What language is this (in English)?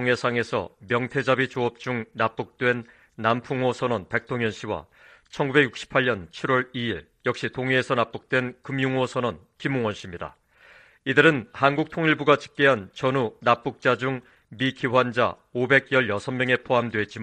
Korean